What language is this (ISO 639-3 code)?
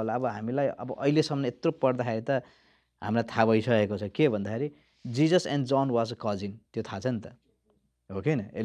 nep